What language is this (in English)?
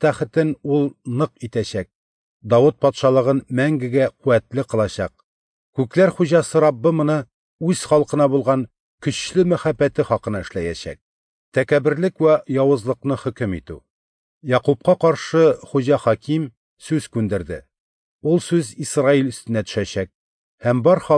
Tatar